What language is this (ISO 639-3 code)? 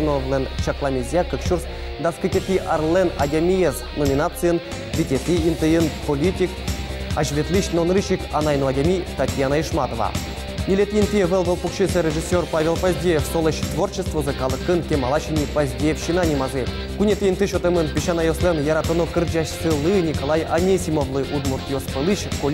udm